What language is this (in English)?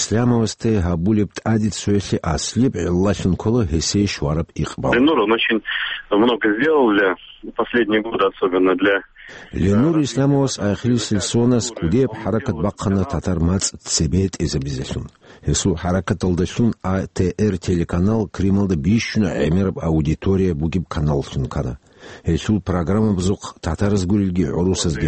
Avaric